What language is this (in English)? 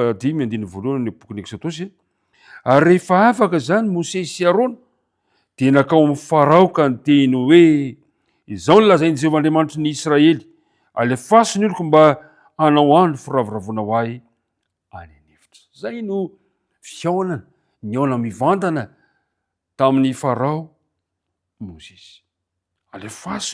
Malagasy